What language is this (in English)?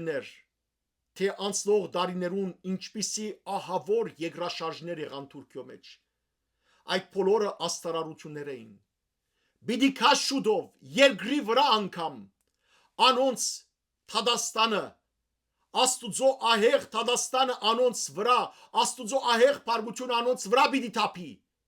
Western Armenian